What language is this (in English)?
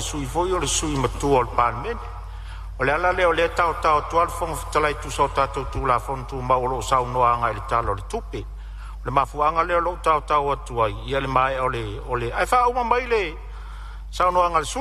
Samoan